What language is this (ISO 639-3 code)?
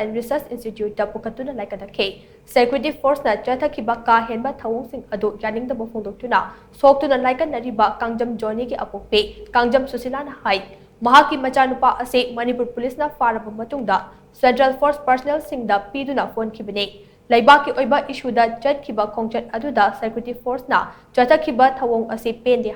mni